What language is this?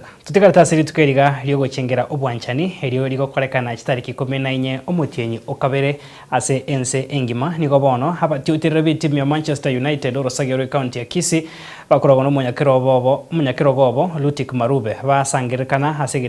Gusii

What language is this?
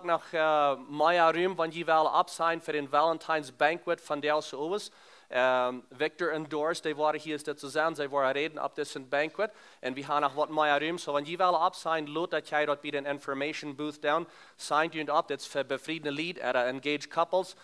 Plautdietsch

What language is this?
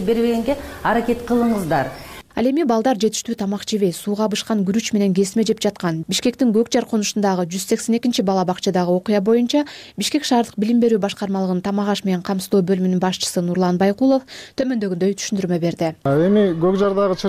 Kyrgyz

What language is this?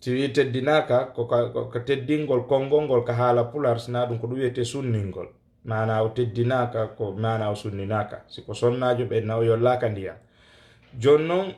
Fula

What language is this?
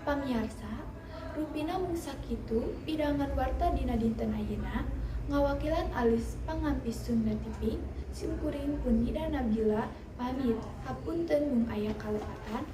Sundanese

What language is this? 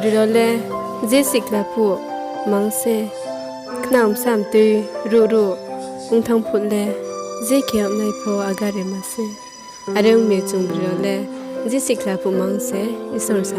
Riang (India)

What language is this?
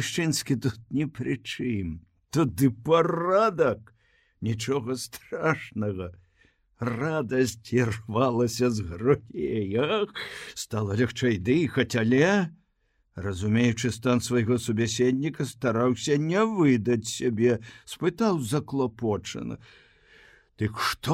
Belarusian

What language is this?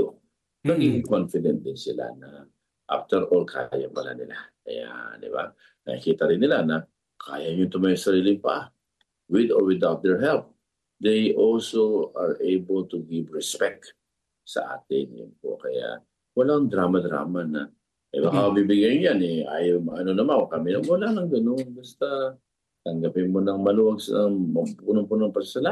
Filipino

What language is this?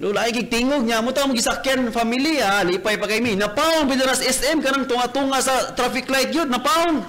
Cebuano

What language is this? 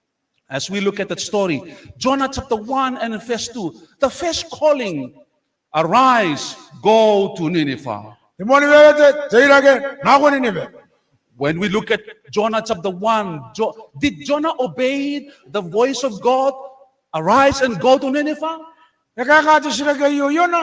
Gilbertese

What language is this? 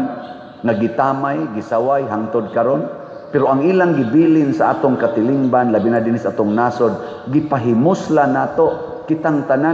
Cebuano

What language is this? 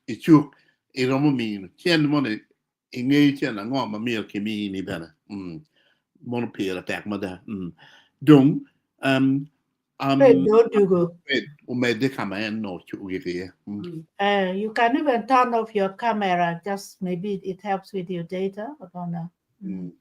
Acoli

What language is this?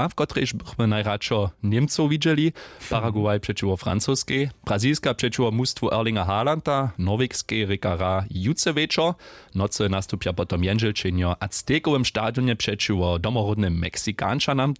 Upper Sorbian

